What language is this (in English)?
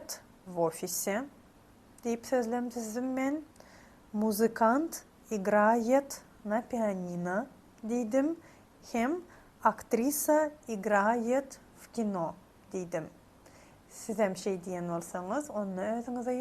Turkmen